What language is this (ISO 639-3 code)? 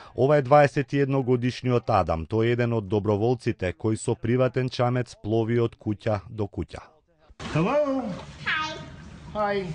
mkd